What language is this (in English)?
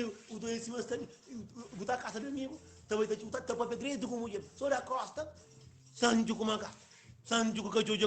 Kabuverdianu